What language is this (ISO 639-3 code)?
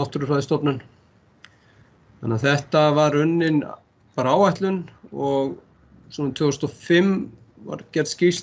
isl